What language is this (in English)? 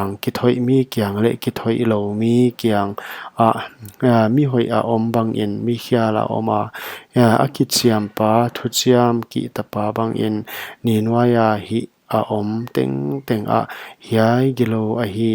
Paite Chin